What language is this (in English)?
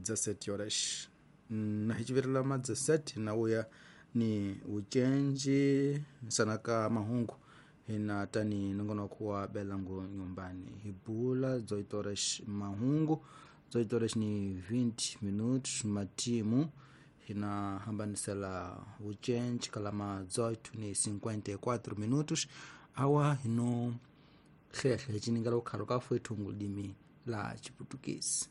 Tsonga